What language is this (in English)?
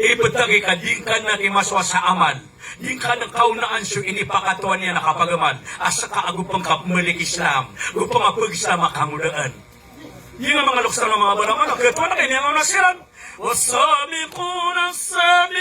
Maranao